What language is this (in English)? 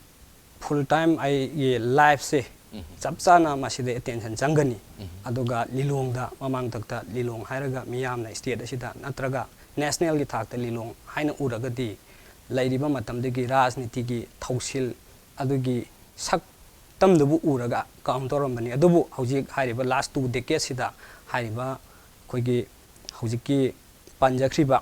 Manipuri